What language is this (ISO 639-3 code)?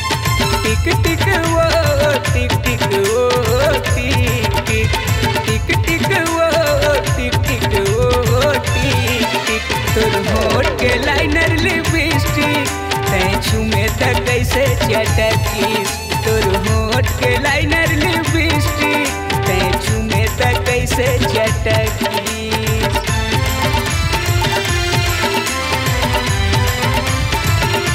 hne